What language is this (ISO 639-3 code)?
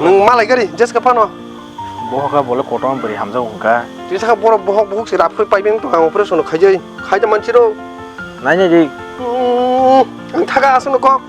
trp